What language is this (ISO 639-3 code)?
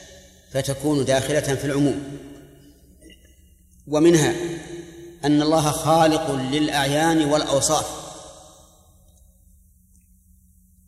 ara